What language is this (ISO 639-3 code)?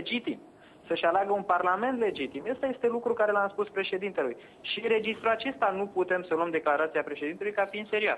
ron